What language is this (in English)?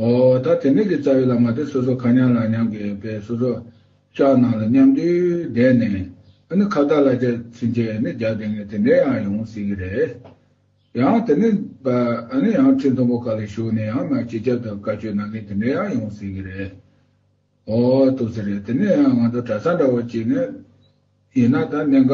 Tibetan